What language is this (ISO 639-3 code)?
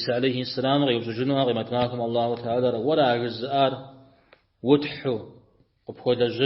kbd